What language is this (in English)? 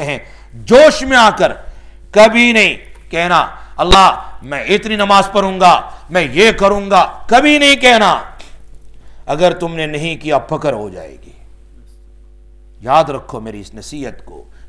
Urdu